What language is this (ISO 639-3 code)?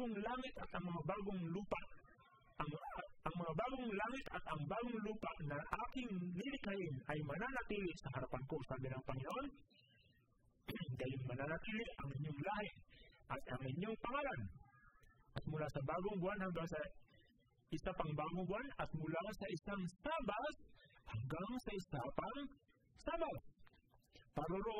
fil